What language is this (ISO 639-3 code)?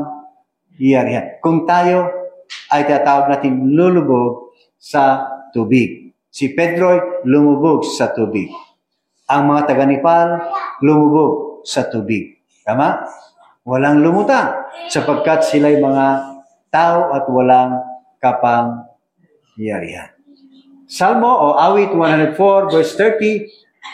fil